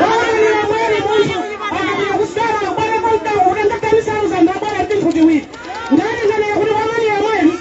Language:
Nyanja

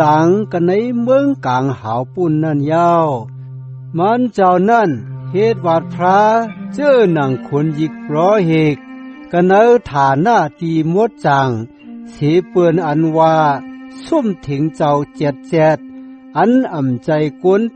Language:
Shan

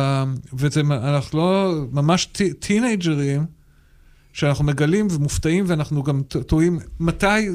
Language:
Hebrew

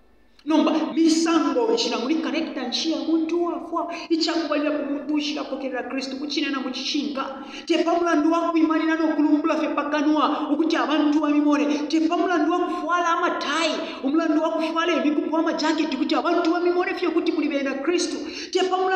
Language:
Bemba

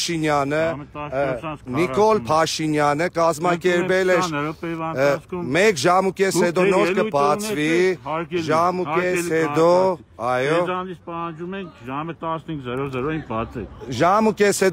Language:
Armenian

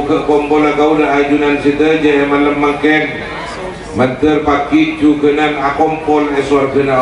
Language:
Madurese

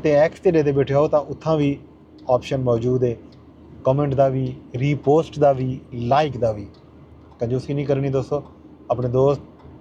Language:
Saraiki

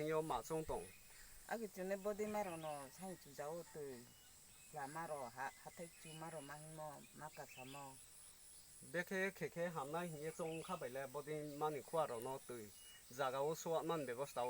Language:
Riang (India)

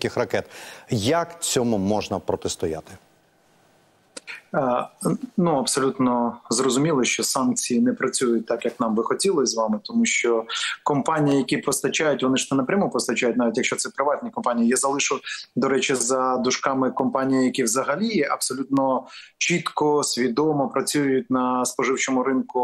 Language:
Ukrainian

